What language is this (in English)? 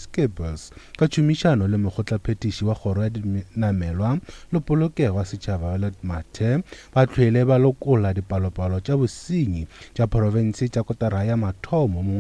Northern Sotho